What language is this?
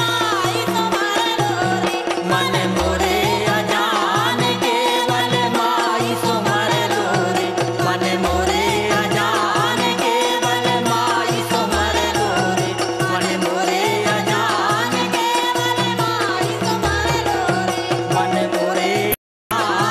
Bundeli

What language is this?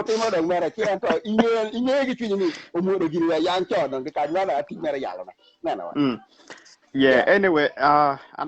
Acoli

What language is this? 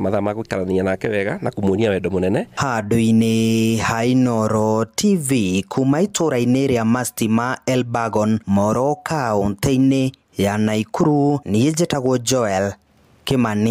Kikuyu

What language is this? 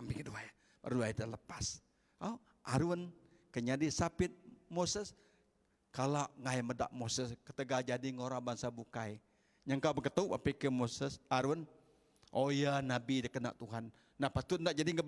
Iban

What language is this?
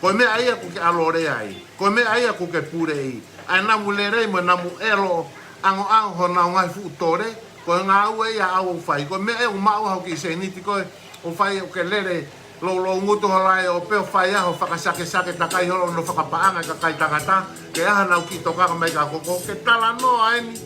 Tongan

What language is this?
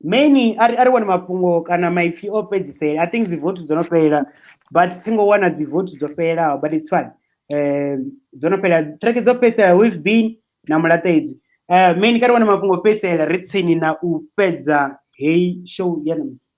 Venda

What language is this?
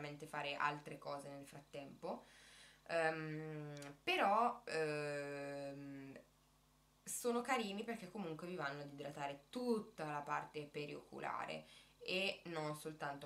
Italian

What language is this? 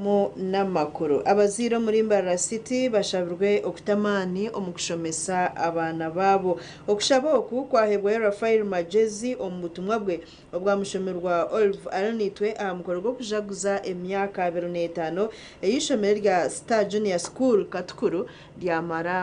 Nyankole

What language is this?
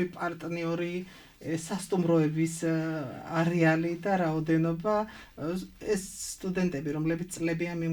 Georgian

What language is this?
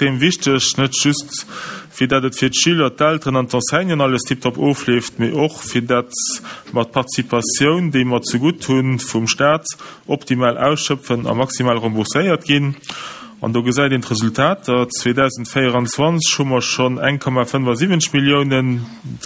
Luxembourgish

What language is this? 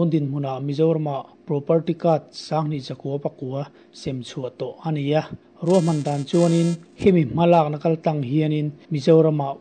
Mizo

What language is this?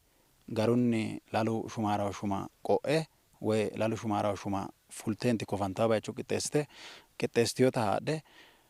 Sidamo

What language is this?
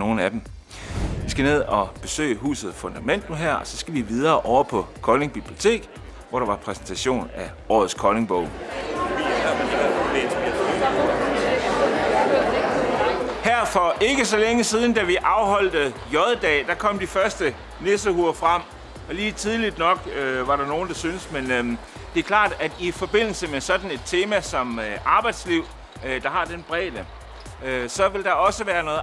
Danish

